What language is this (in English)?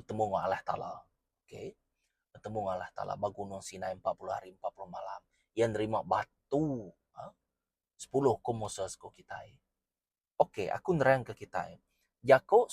Iban